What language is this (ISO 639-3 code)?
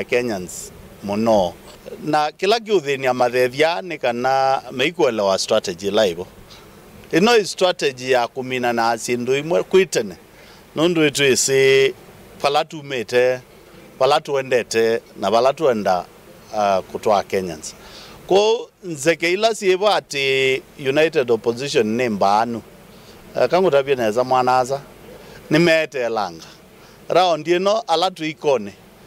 kam